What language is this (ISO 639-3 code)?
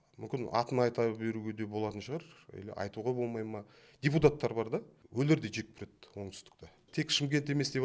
kaz